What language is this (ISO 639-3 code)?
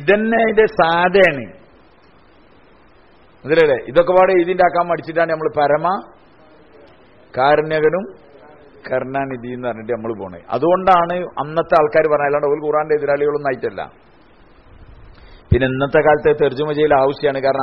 mal